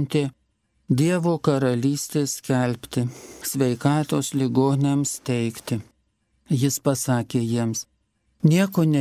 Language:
Lithuanian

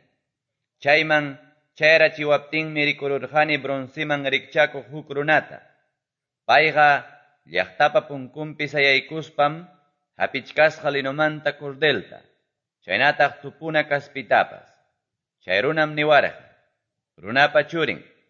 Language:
Quechua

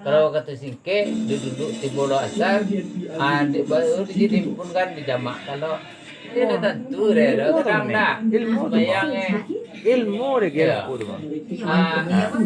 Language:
Minangkabau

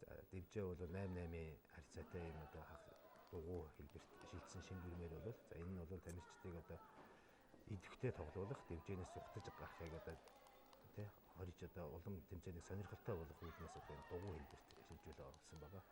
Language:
Mongolian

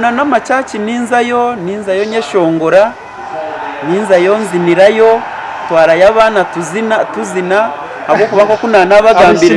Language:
Nyankole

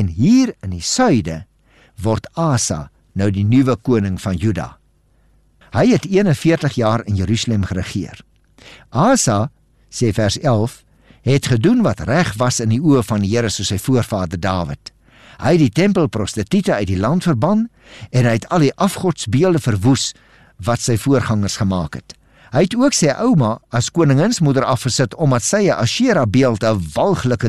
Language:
Afrikaans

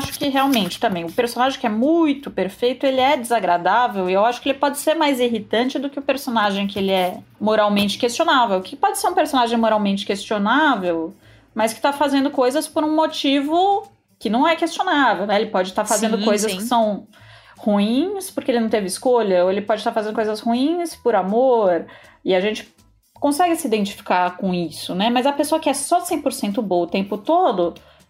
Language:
Portuguese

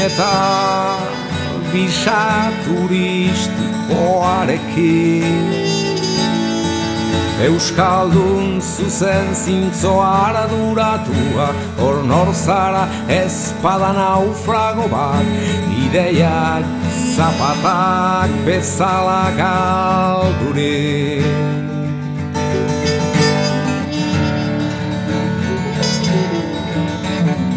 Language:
Basque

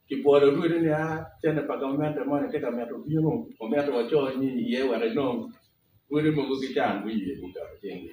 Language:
Acoli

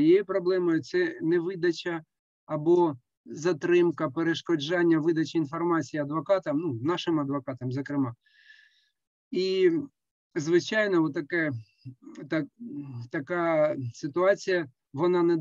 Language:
Ukrainian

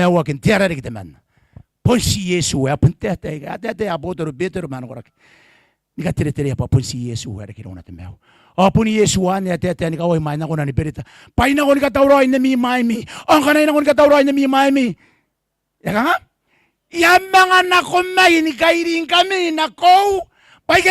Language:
Gilbertese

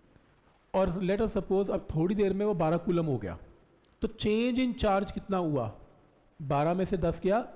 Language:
Hindi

